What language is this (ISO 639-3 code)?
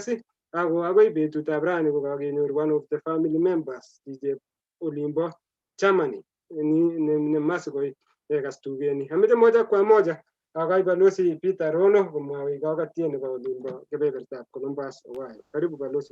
kln